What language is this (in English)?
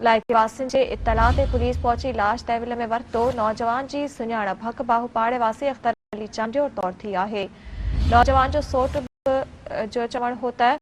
Sindhi